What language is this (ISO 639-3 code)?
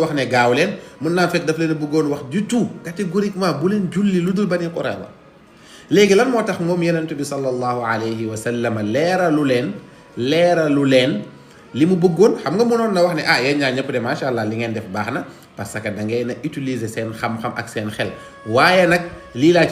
wol